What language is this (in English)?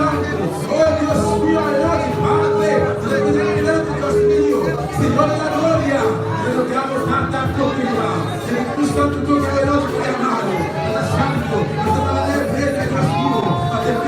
Papiamento